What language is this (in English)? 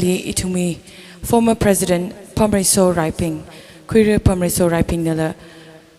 Tangkhul Naga (India)